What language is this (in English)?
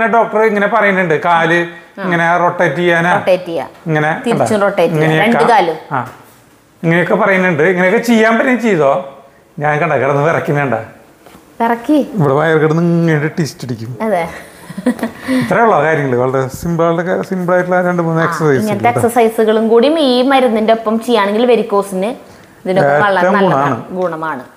Malayalam